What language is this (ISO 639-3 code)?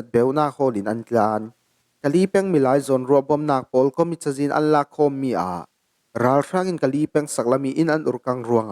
cfm